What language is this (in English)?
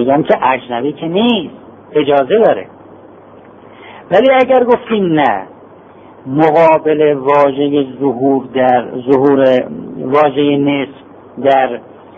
Persian